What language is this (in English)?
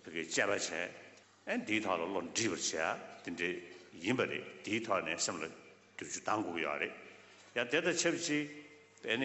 Tibetan